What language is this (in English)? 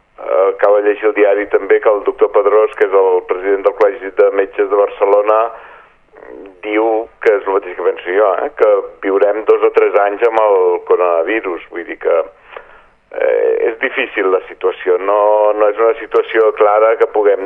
Catalan